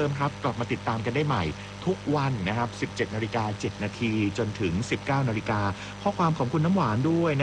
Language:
Thai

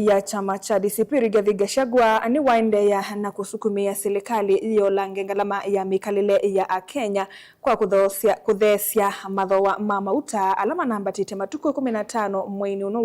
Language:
Kamba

